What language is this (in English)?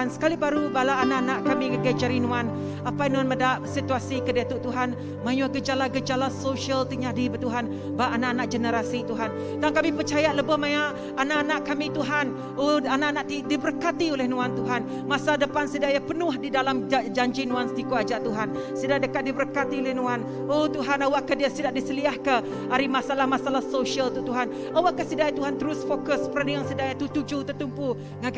Iban